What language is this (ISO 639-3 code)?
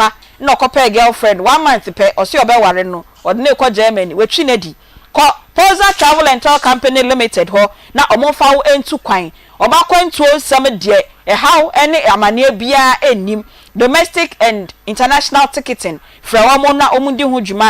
aka